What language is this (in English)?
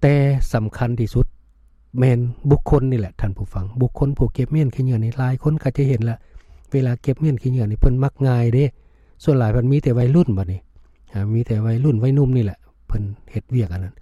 Lao